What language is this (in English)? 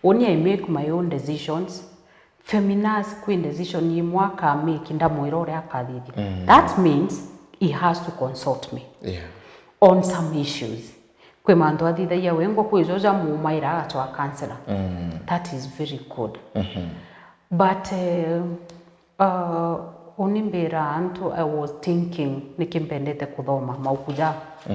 Meru